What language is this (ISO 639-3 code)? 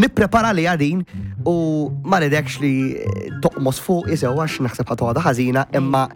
mlt